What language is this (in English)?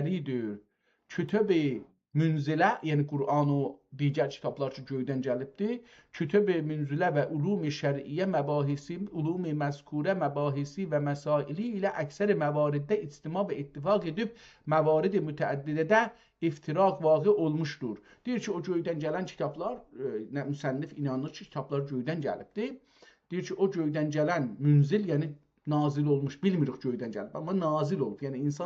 South Azerbaijani